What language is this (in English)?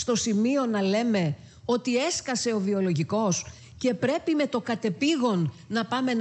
Greek